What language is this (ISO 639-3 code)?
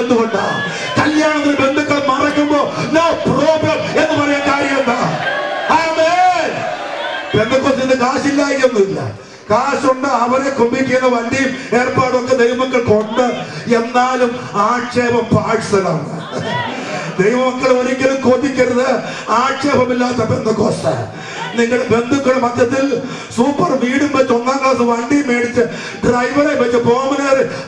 mal